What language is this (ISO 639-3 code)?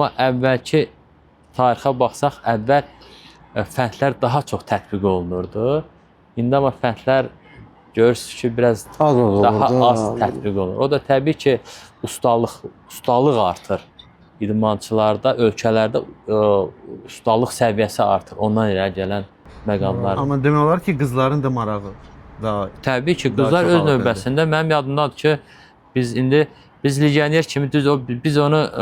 aze